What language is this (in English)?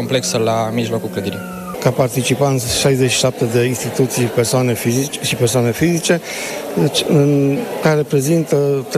Romanian